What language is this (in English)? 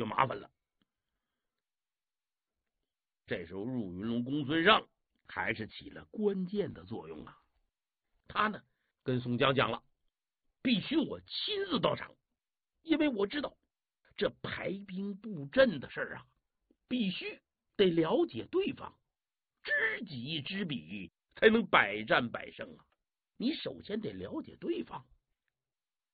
Chinese